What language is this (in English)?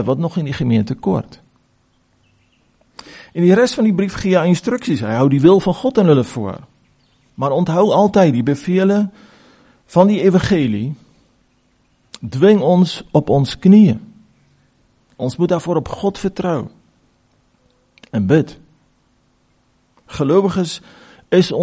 Afrikaans